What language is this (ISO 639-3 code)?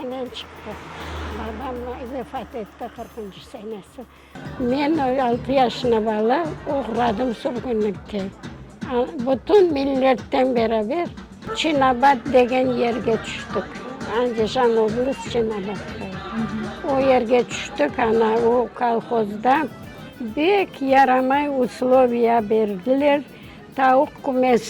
crh